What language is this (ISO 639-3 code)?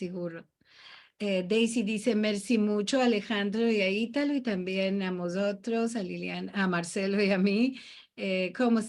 lad